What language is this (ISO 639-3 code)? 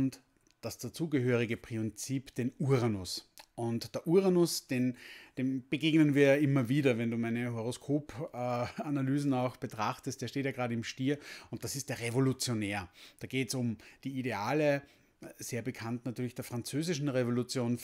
deu